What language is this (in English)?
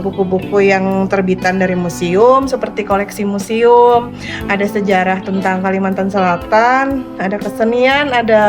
Banjar